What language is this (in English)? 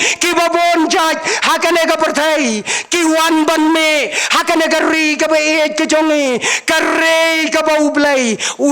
Khasi